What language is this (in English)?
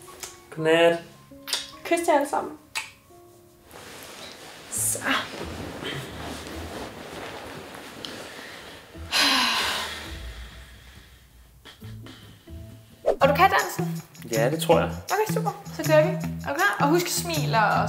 Danish